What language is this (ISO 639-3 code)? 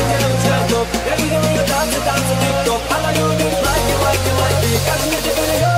rus